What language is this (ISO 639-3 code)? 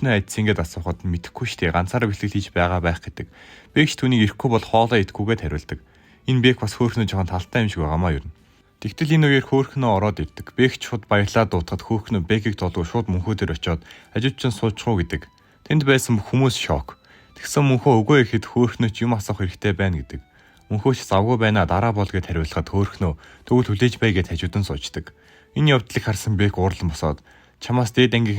mon